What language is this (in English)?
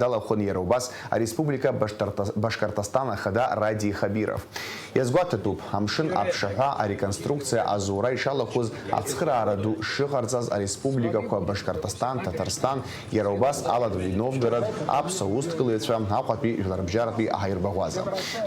Abkhazian